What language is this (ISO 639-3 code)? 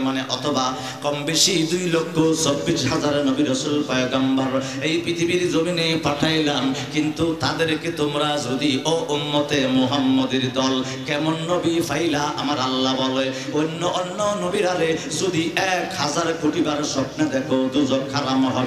ben